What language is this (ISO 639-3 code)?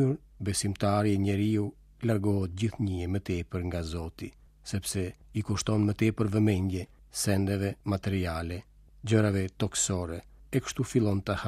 sqi